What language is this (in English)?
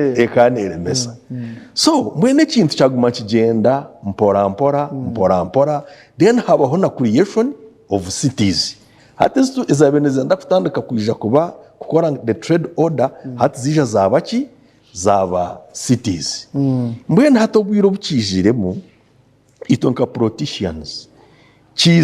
Nyankole